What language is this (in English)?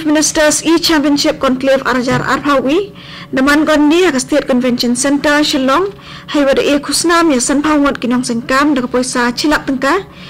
Khasi